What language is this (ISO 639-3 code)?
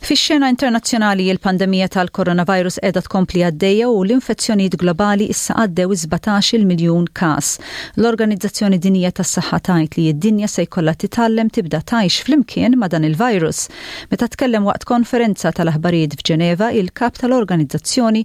mlt